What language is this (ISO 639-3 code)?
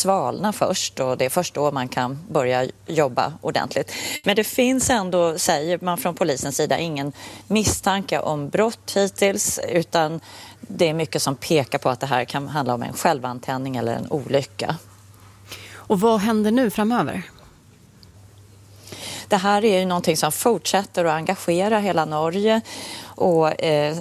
swe